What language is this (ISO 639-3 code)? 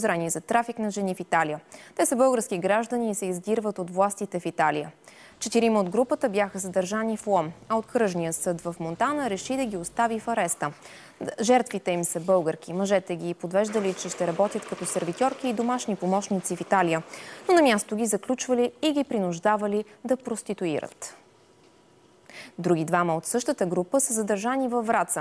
bul